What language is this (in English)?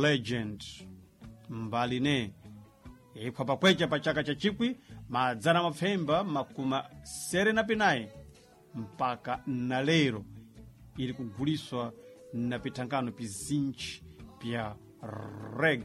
Sena